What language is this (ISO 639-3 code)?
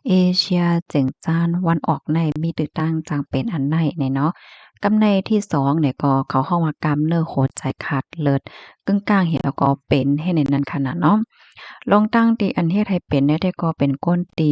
shn